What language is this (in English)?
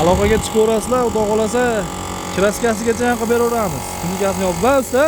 Uzbek